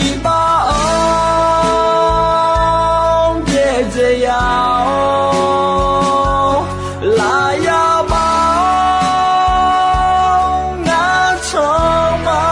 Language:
Akha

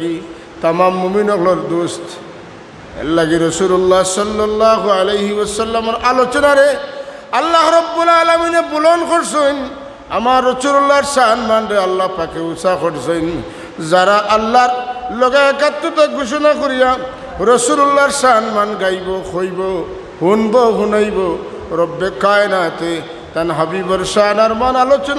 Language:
Sylheti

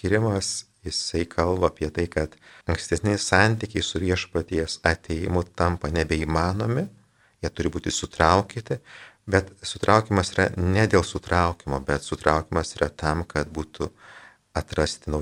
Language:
Lithuanian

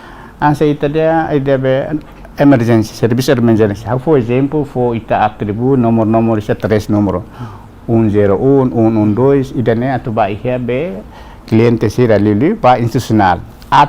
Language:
Tetum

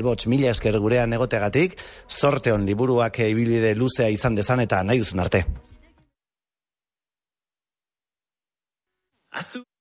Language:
Basque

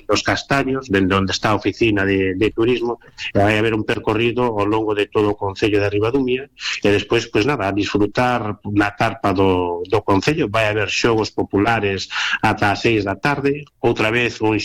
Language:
Galician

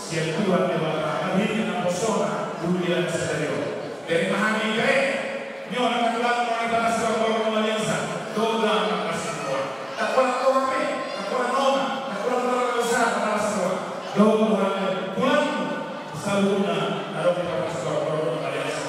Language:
Batak Toba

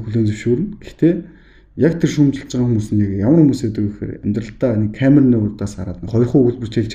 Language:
Mongolian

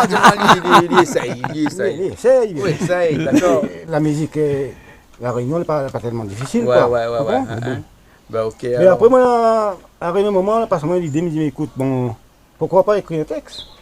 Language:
Réunion Creole French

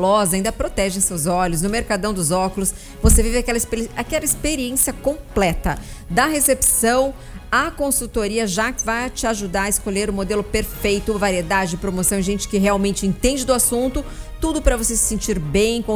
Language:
Portuguese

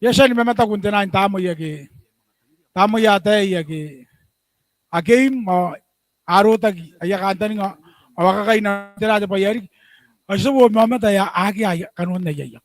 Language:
Gilbertese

